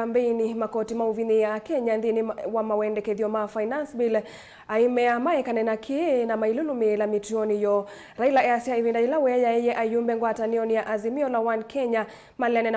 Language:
Kamba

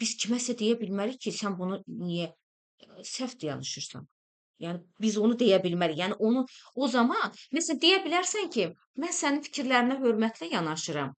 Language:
Azerbaijani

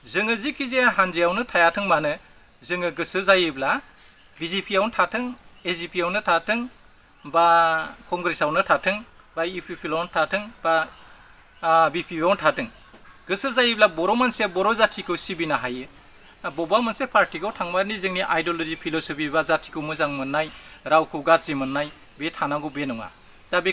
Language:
Bodo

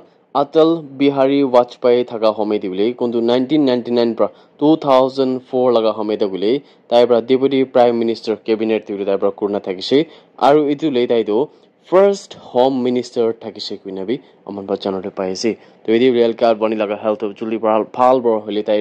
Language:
Naga Pidgin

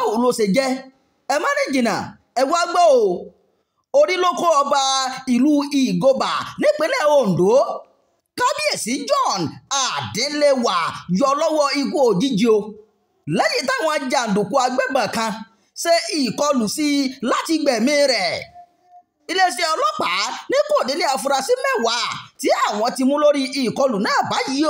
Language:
Yoruba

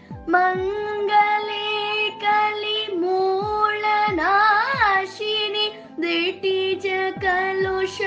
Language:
Telugu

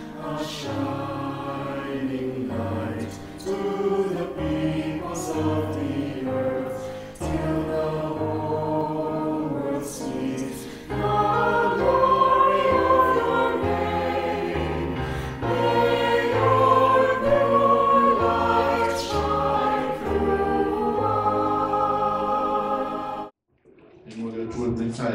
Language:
Samoan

